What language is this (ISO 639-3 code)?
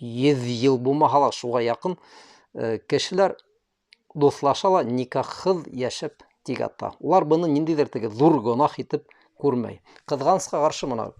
bak